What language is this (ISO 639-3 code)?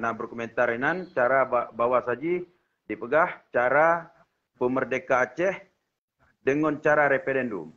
ace